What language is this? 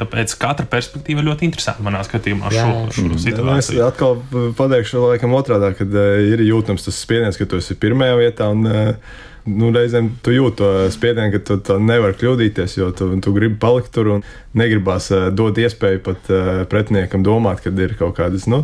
Latvian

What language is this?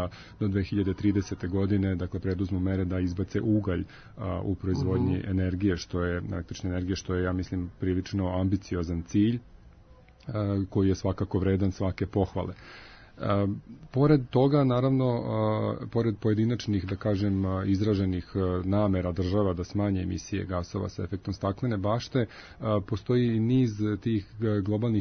Serbian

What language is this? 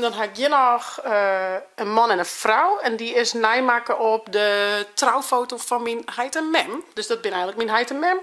Western Frisian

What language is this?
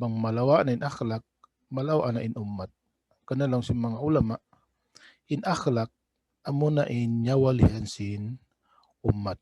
Tausug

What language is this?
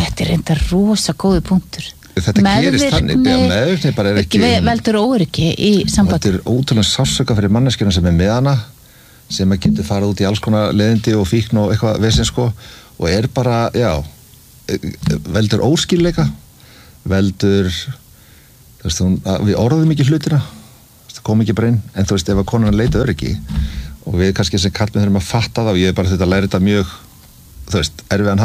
Icelandic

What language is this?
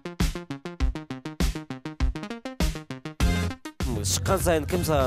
Kazakh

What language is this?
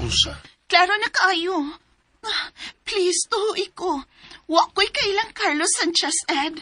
Cebuano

